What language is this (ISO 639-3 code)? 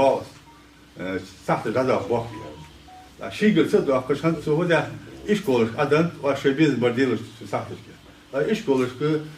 inh